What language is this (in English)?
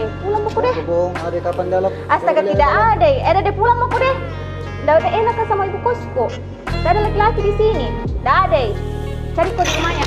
Makassar Malay